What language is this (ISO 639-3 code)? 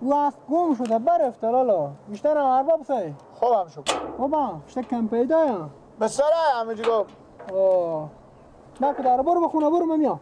fas